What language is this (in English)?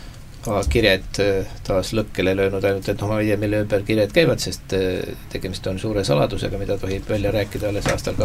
Estonian